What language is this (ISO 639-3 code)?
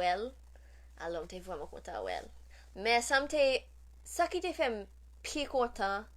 hat